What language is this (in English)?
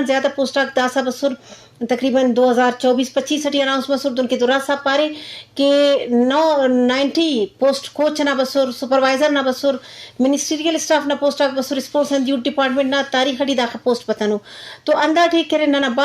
Eastern Balochi